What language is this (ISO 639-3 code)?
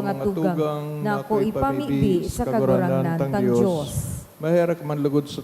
bik